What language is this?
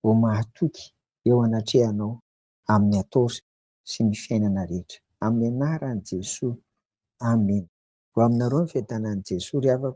Malagasy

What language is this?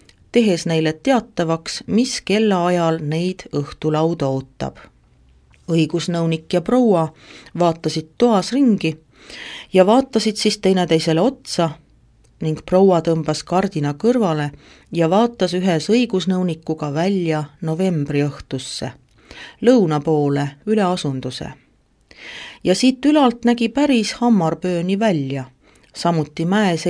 Estonian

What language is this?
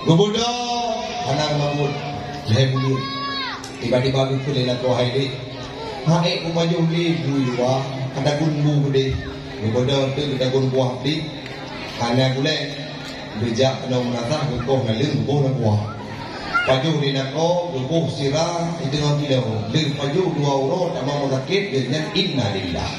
Achinese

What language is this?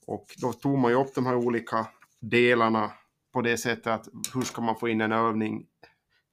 Swedish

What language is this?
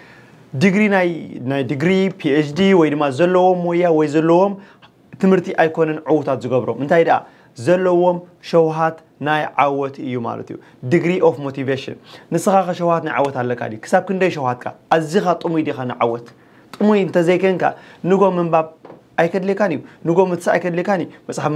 Tigrinya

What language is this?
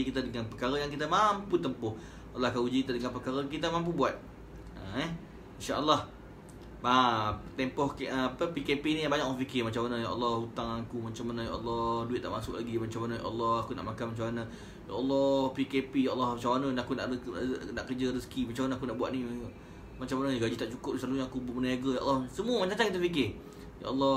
Malay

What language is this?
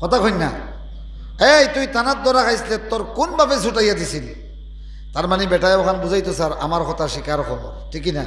Sylheti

